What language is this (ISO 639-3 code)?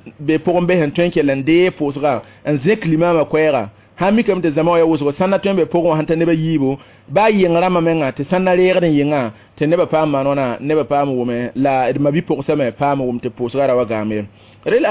mos